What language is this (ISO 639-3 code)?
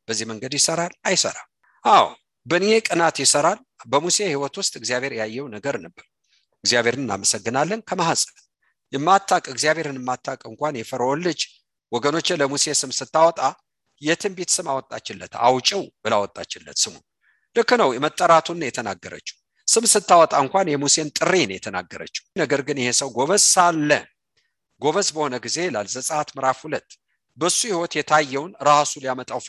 amh